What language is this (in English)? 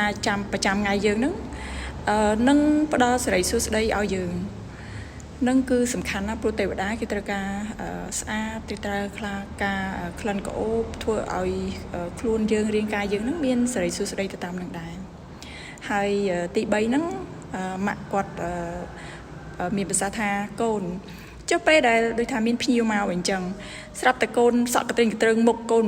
Khmer